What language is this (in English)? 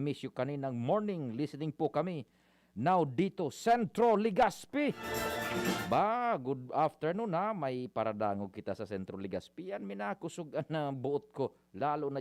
Bikol